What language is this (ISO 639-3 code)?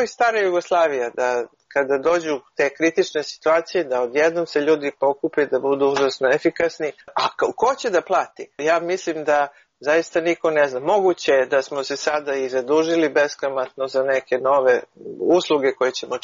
srp